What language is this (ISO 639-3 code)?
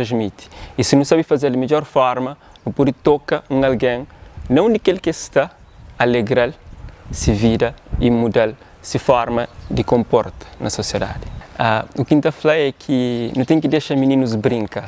kea